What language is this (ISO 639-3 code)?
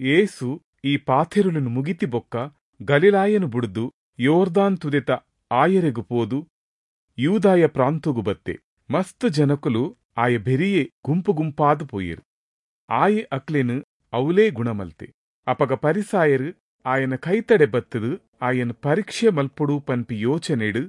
tcy